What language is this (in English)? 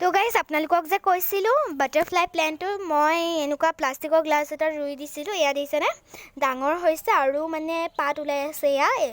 Assamese